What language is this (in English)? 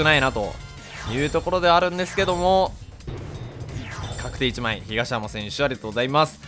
Japanese